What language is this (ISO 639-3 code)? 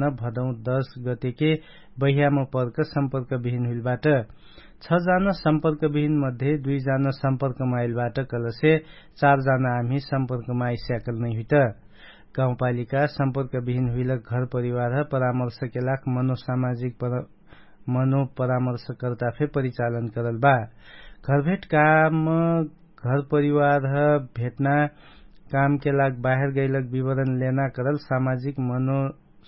thl